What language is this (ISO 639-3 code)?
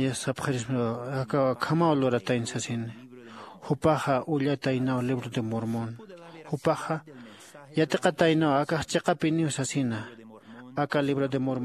aym